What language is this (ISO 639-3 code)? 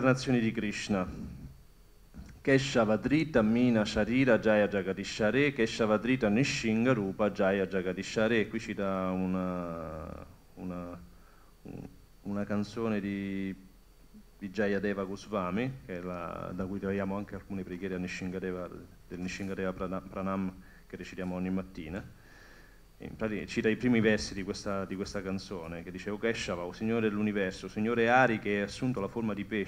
ita